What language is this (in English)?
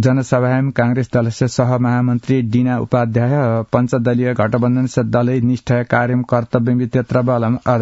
Sanskrit